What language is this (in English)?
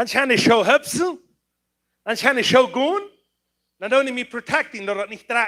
Plautdietsch